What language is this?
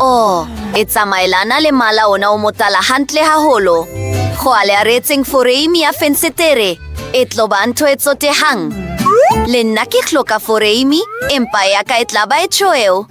Southern Sotho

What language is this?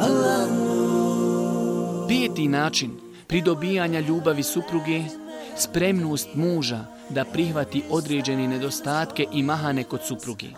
Bosnian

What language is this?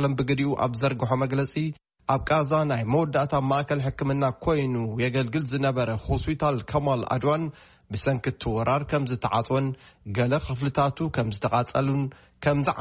Tigrinya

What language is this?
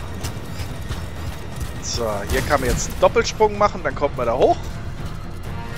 German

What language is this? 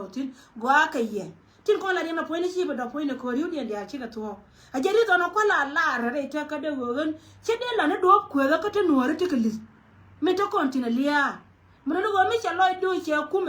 Nuer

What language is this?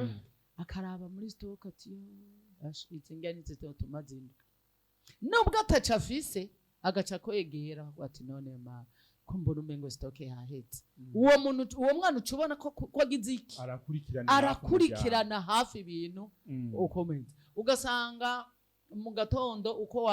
Rundi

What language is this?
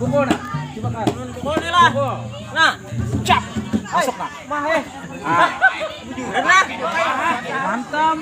Banjar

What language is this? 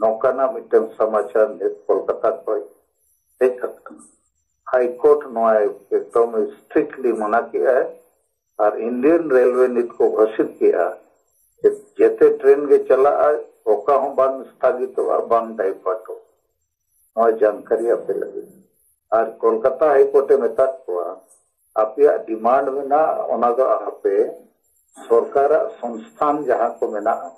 Santali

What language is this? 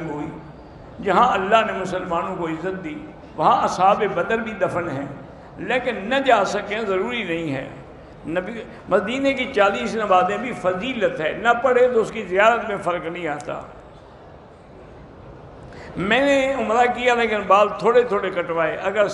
Urdu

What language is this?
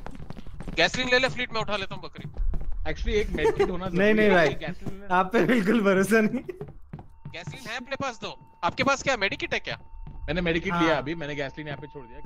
Hindi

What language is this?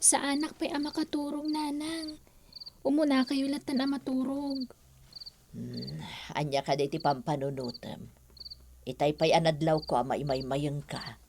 Iloko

